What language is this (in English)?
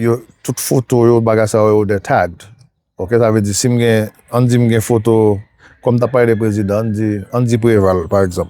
Haitian Creole